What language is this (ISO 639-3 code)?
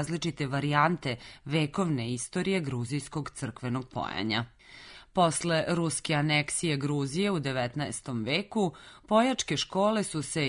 srp